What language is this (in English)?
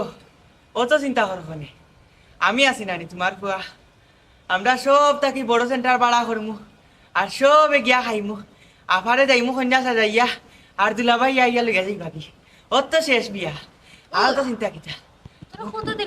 Sylheti